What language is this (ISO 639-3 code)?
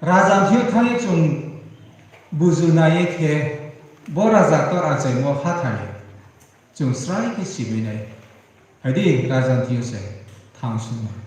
ria